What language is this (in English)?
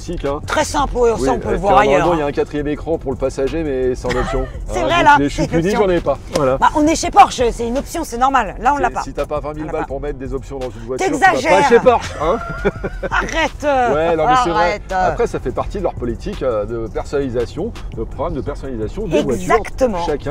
French